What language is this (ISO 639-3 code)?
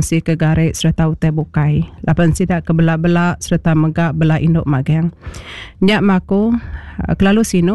iba